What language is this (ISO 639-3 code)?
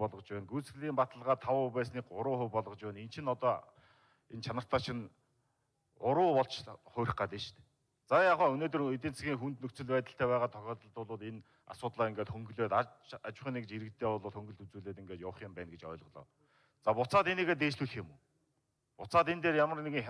mon